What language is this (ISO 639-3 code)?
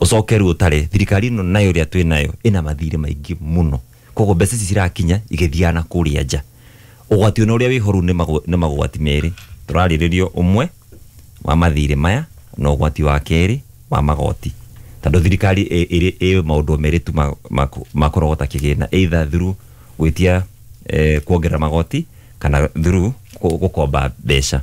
kik